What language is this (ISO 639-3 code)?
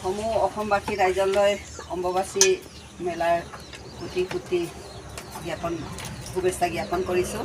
asm